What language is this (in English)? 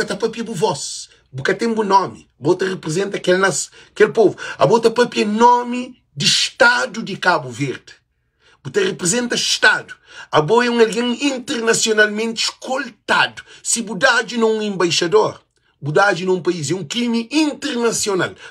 Kabuverdianu